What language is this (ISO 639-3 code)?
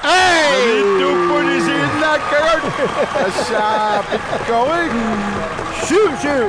kal